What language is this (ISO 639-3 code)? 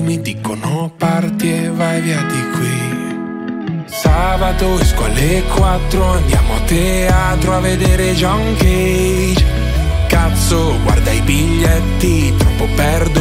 ita